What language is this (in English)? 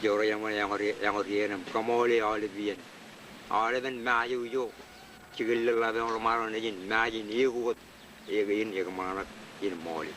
Marshallese